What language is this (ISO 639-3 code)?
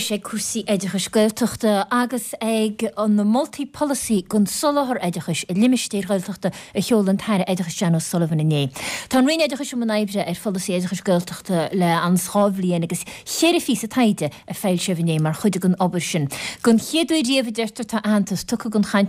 gle